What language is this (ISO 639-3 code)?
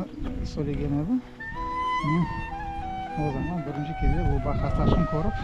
crh